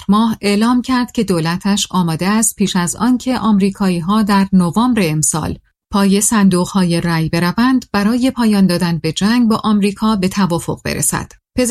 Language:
Persian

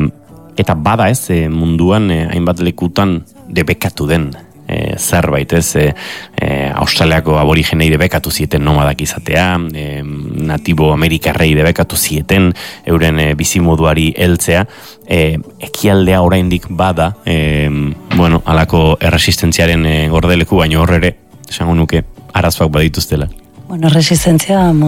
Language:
Basque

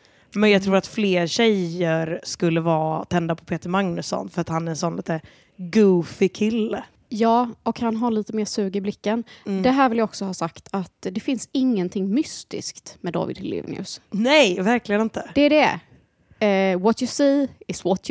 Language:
Swedish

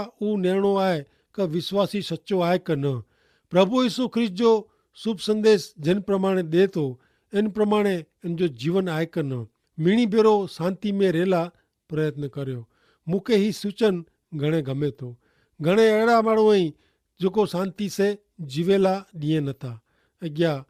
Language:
Kachhi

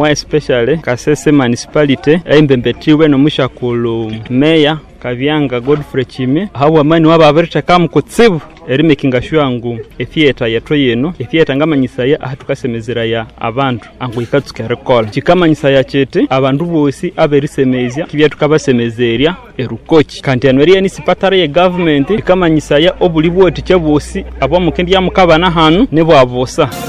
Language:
Konzo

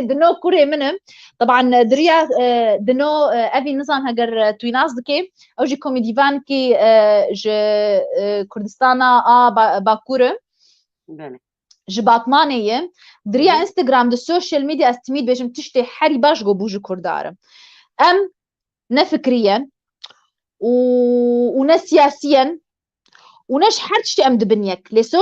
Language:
Kurdish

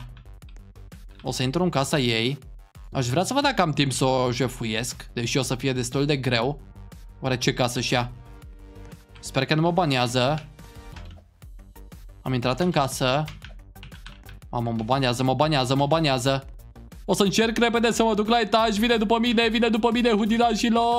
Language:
Romanian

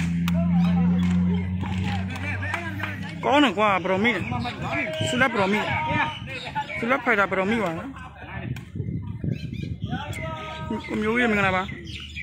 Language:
Burmese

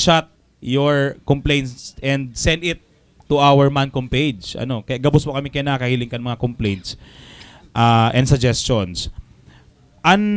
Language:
Bikol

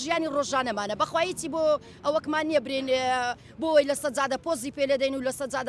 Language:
Central Kurdish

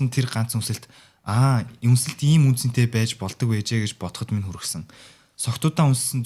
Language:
Mongolian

